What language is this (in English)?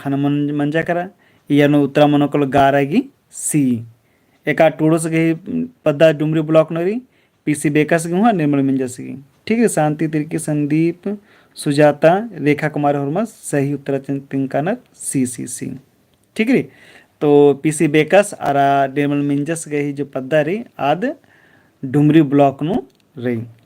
Kurukh